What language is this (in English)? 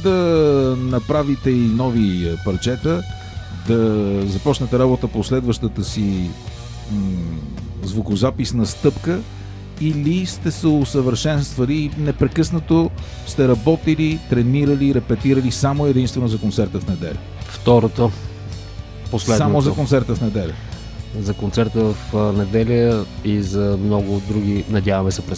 Bulgarian